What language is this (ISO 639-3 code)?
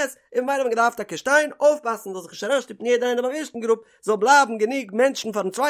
yid